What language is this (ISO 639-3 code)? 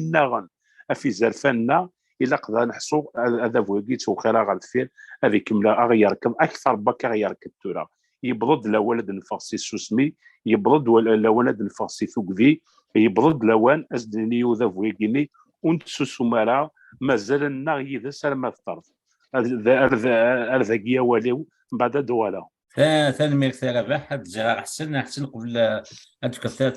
kab